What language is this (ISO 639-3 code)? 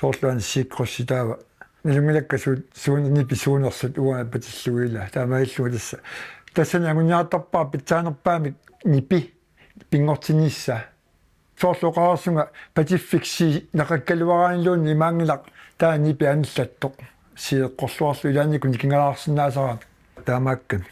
kal